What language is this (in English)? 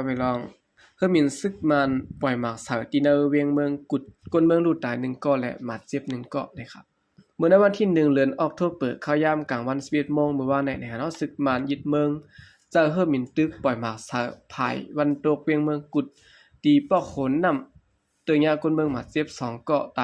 Shan